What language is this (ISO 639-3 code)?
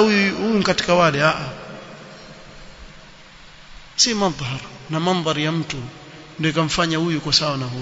swa